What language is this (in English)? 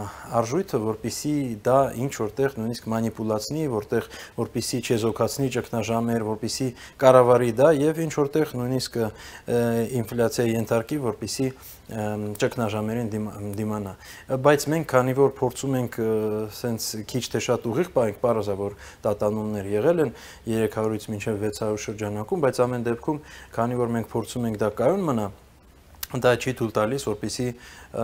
Armenian